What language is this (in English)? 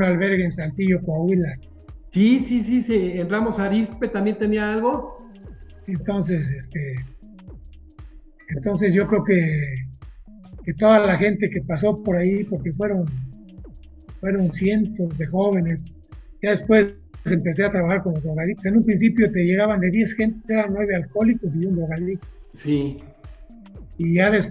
Spanish